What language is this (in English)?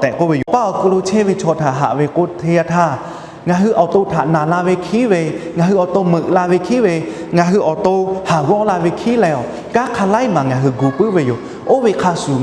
Lahu